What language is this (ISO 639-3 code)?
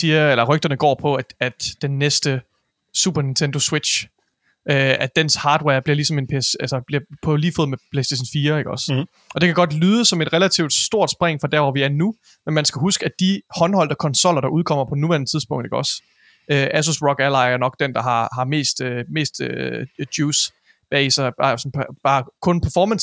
dan